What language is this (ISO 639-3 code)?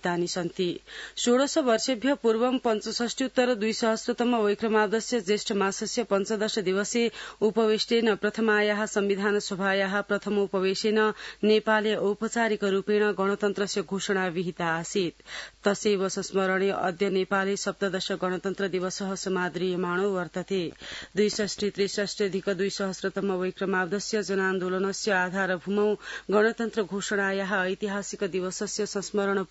san